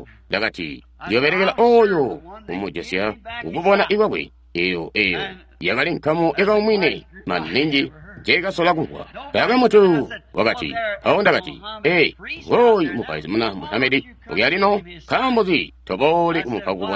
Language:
Tonga (Zambia)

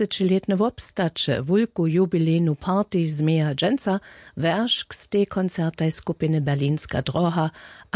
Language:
Upper Sorbian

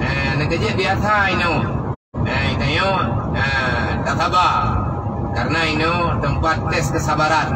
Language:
Achinese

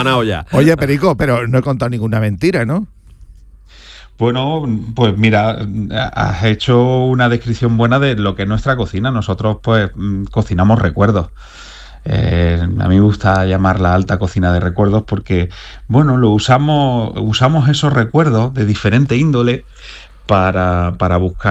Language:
Spanish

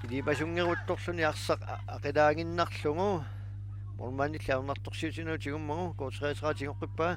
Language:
Kalaallisut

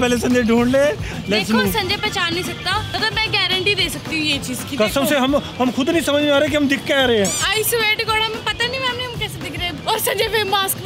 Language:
Hindi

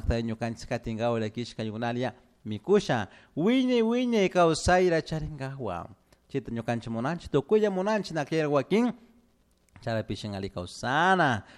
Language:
Chimborazo Highland Quichua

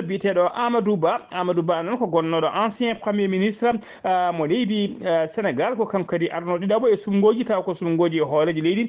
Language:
Fula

